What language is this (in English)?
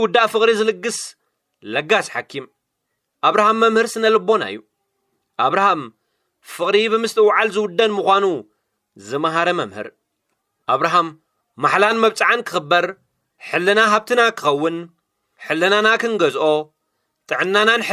Tigrinya